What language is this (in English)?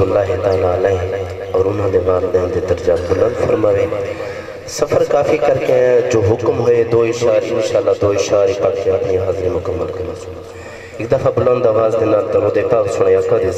Saraiki